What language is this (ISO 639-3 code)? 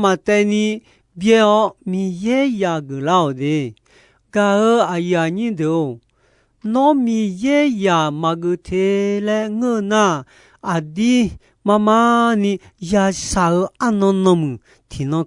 ahk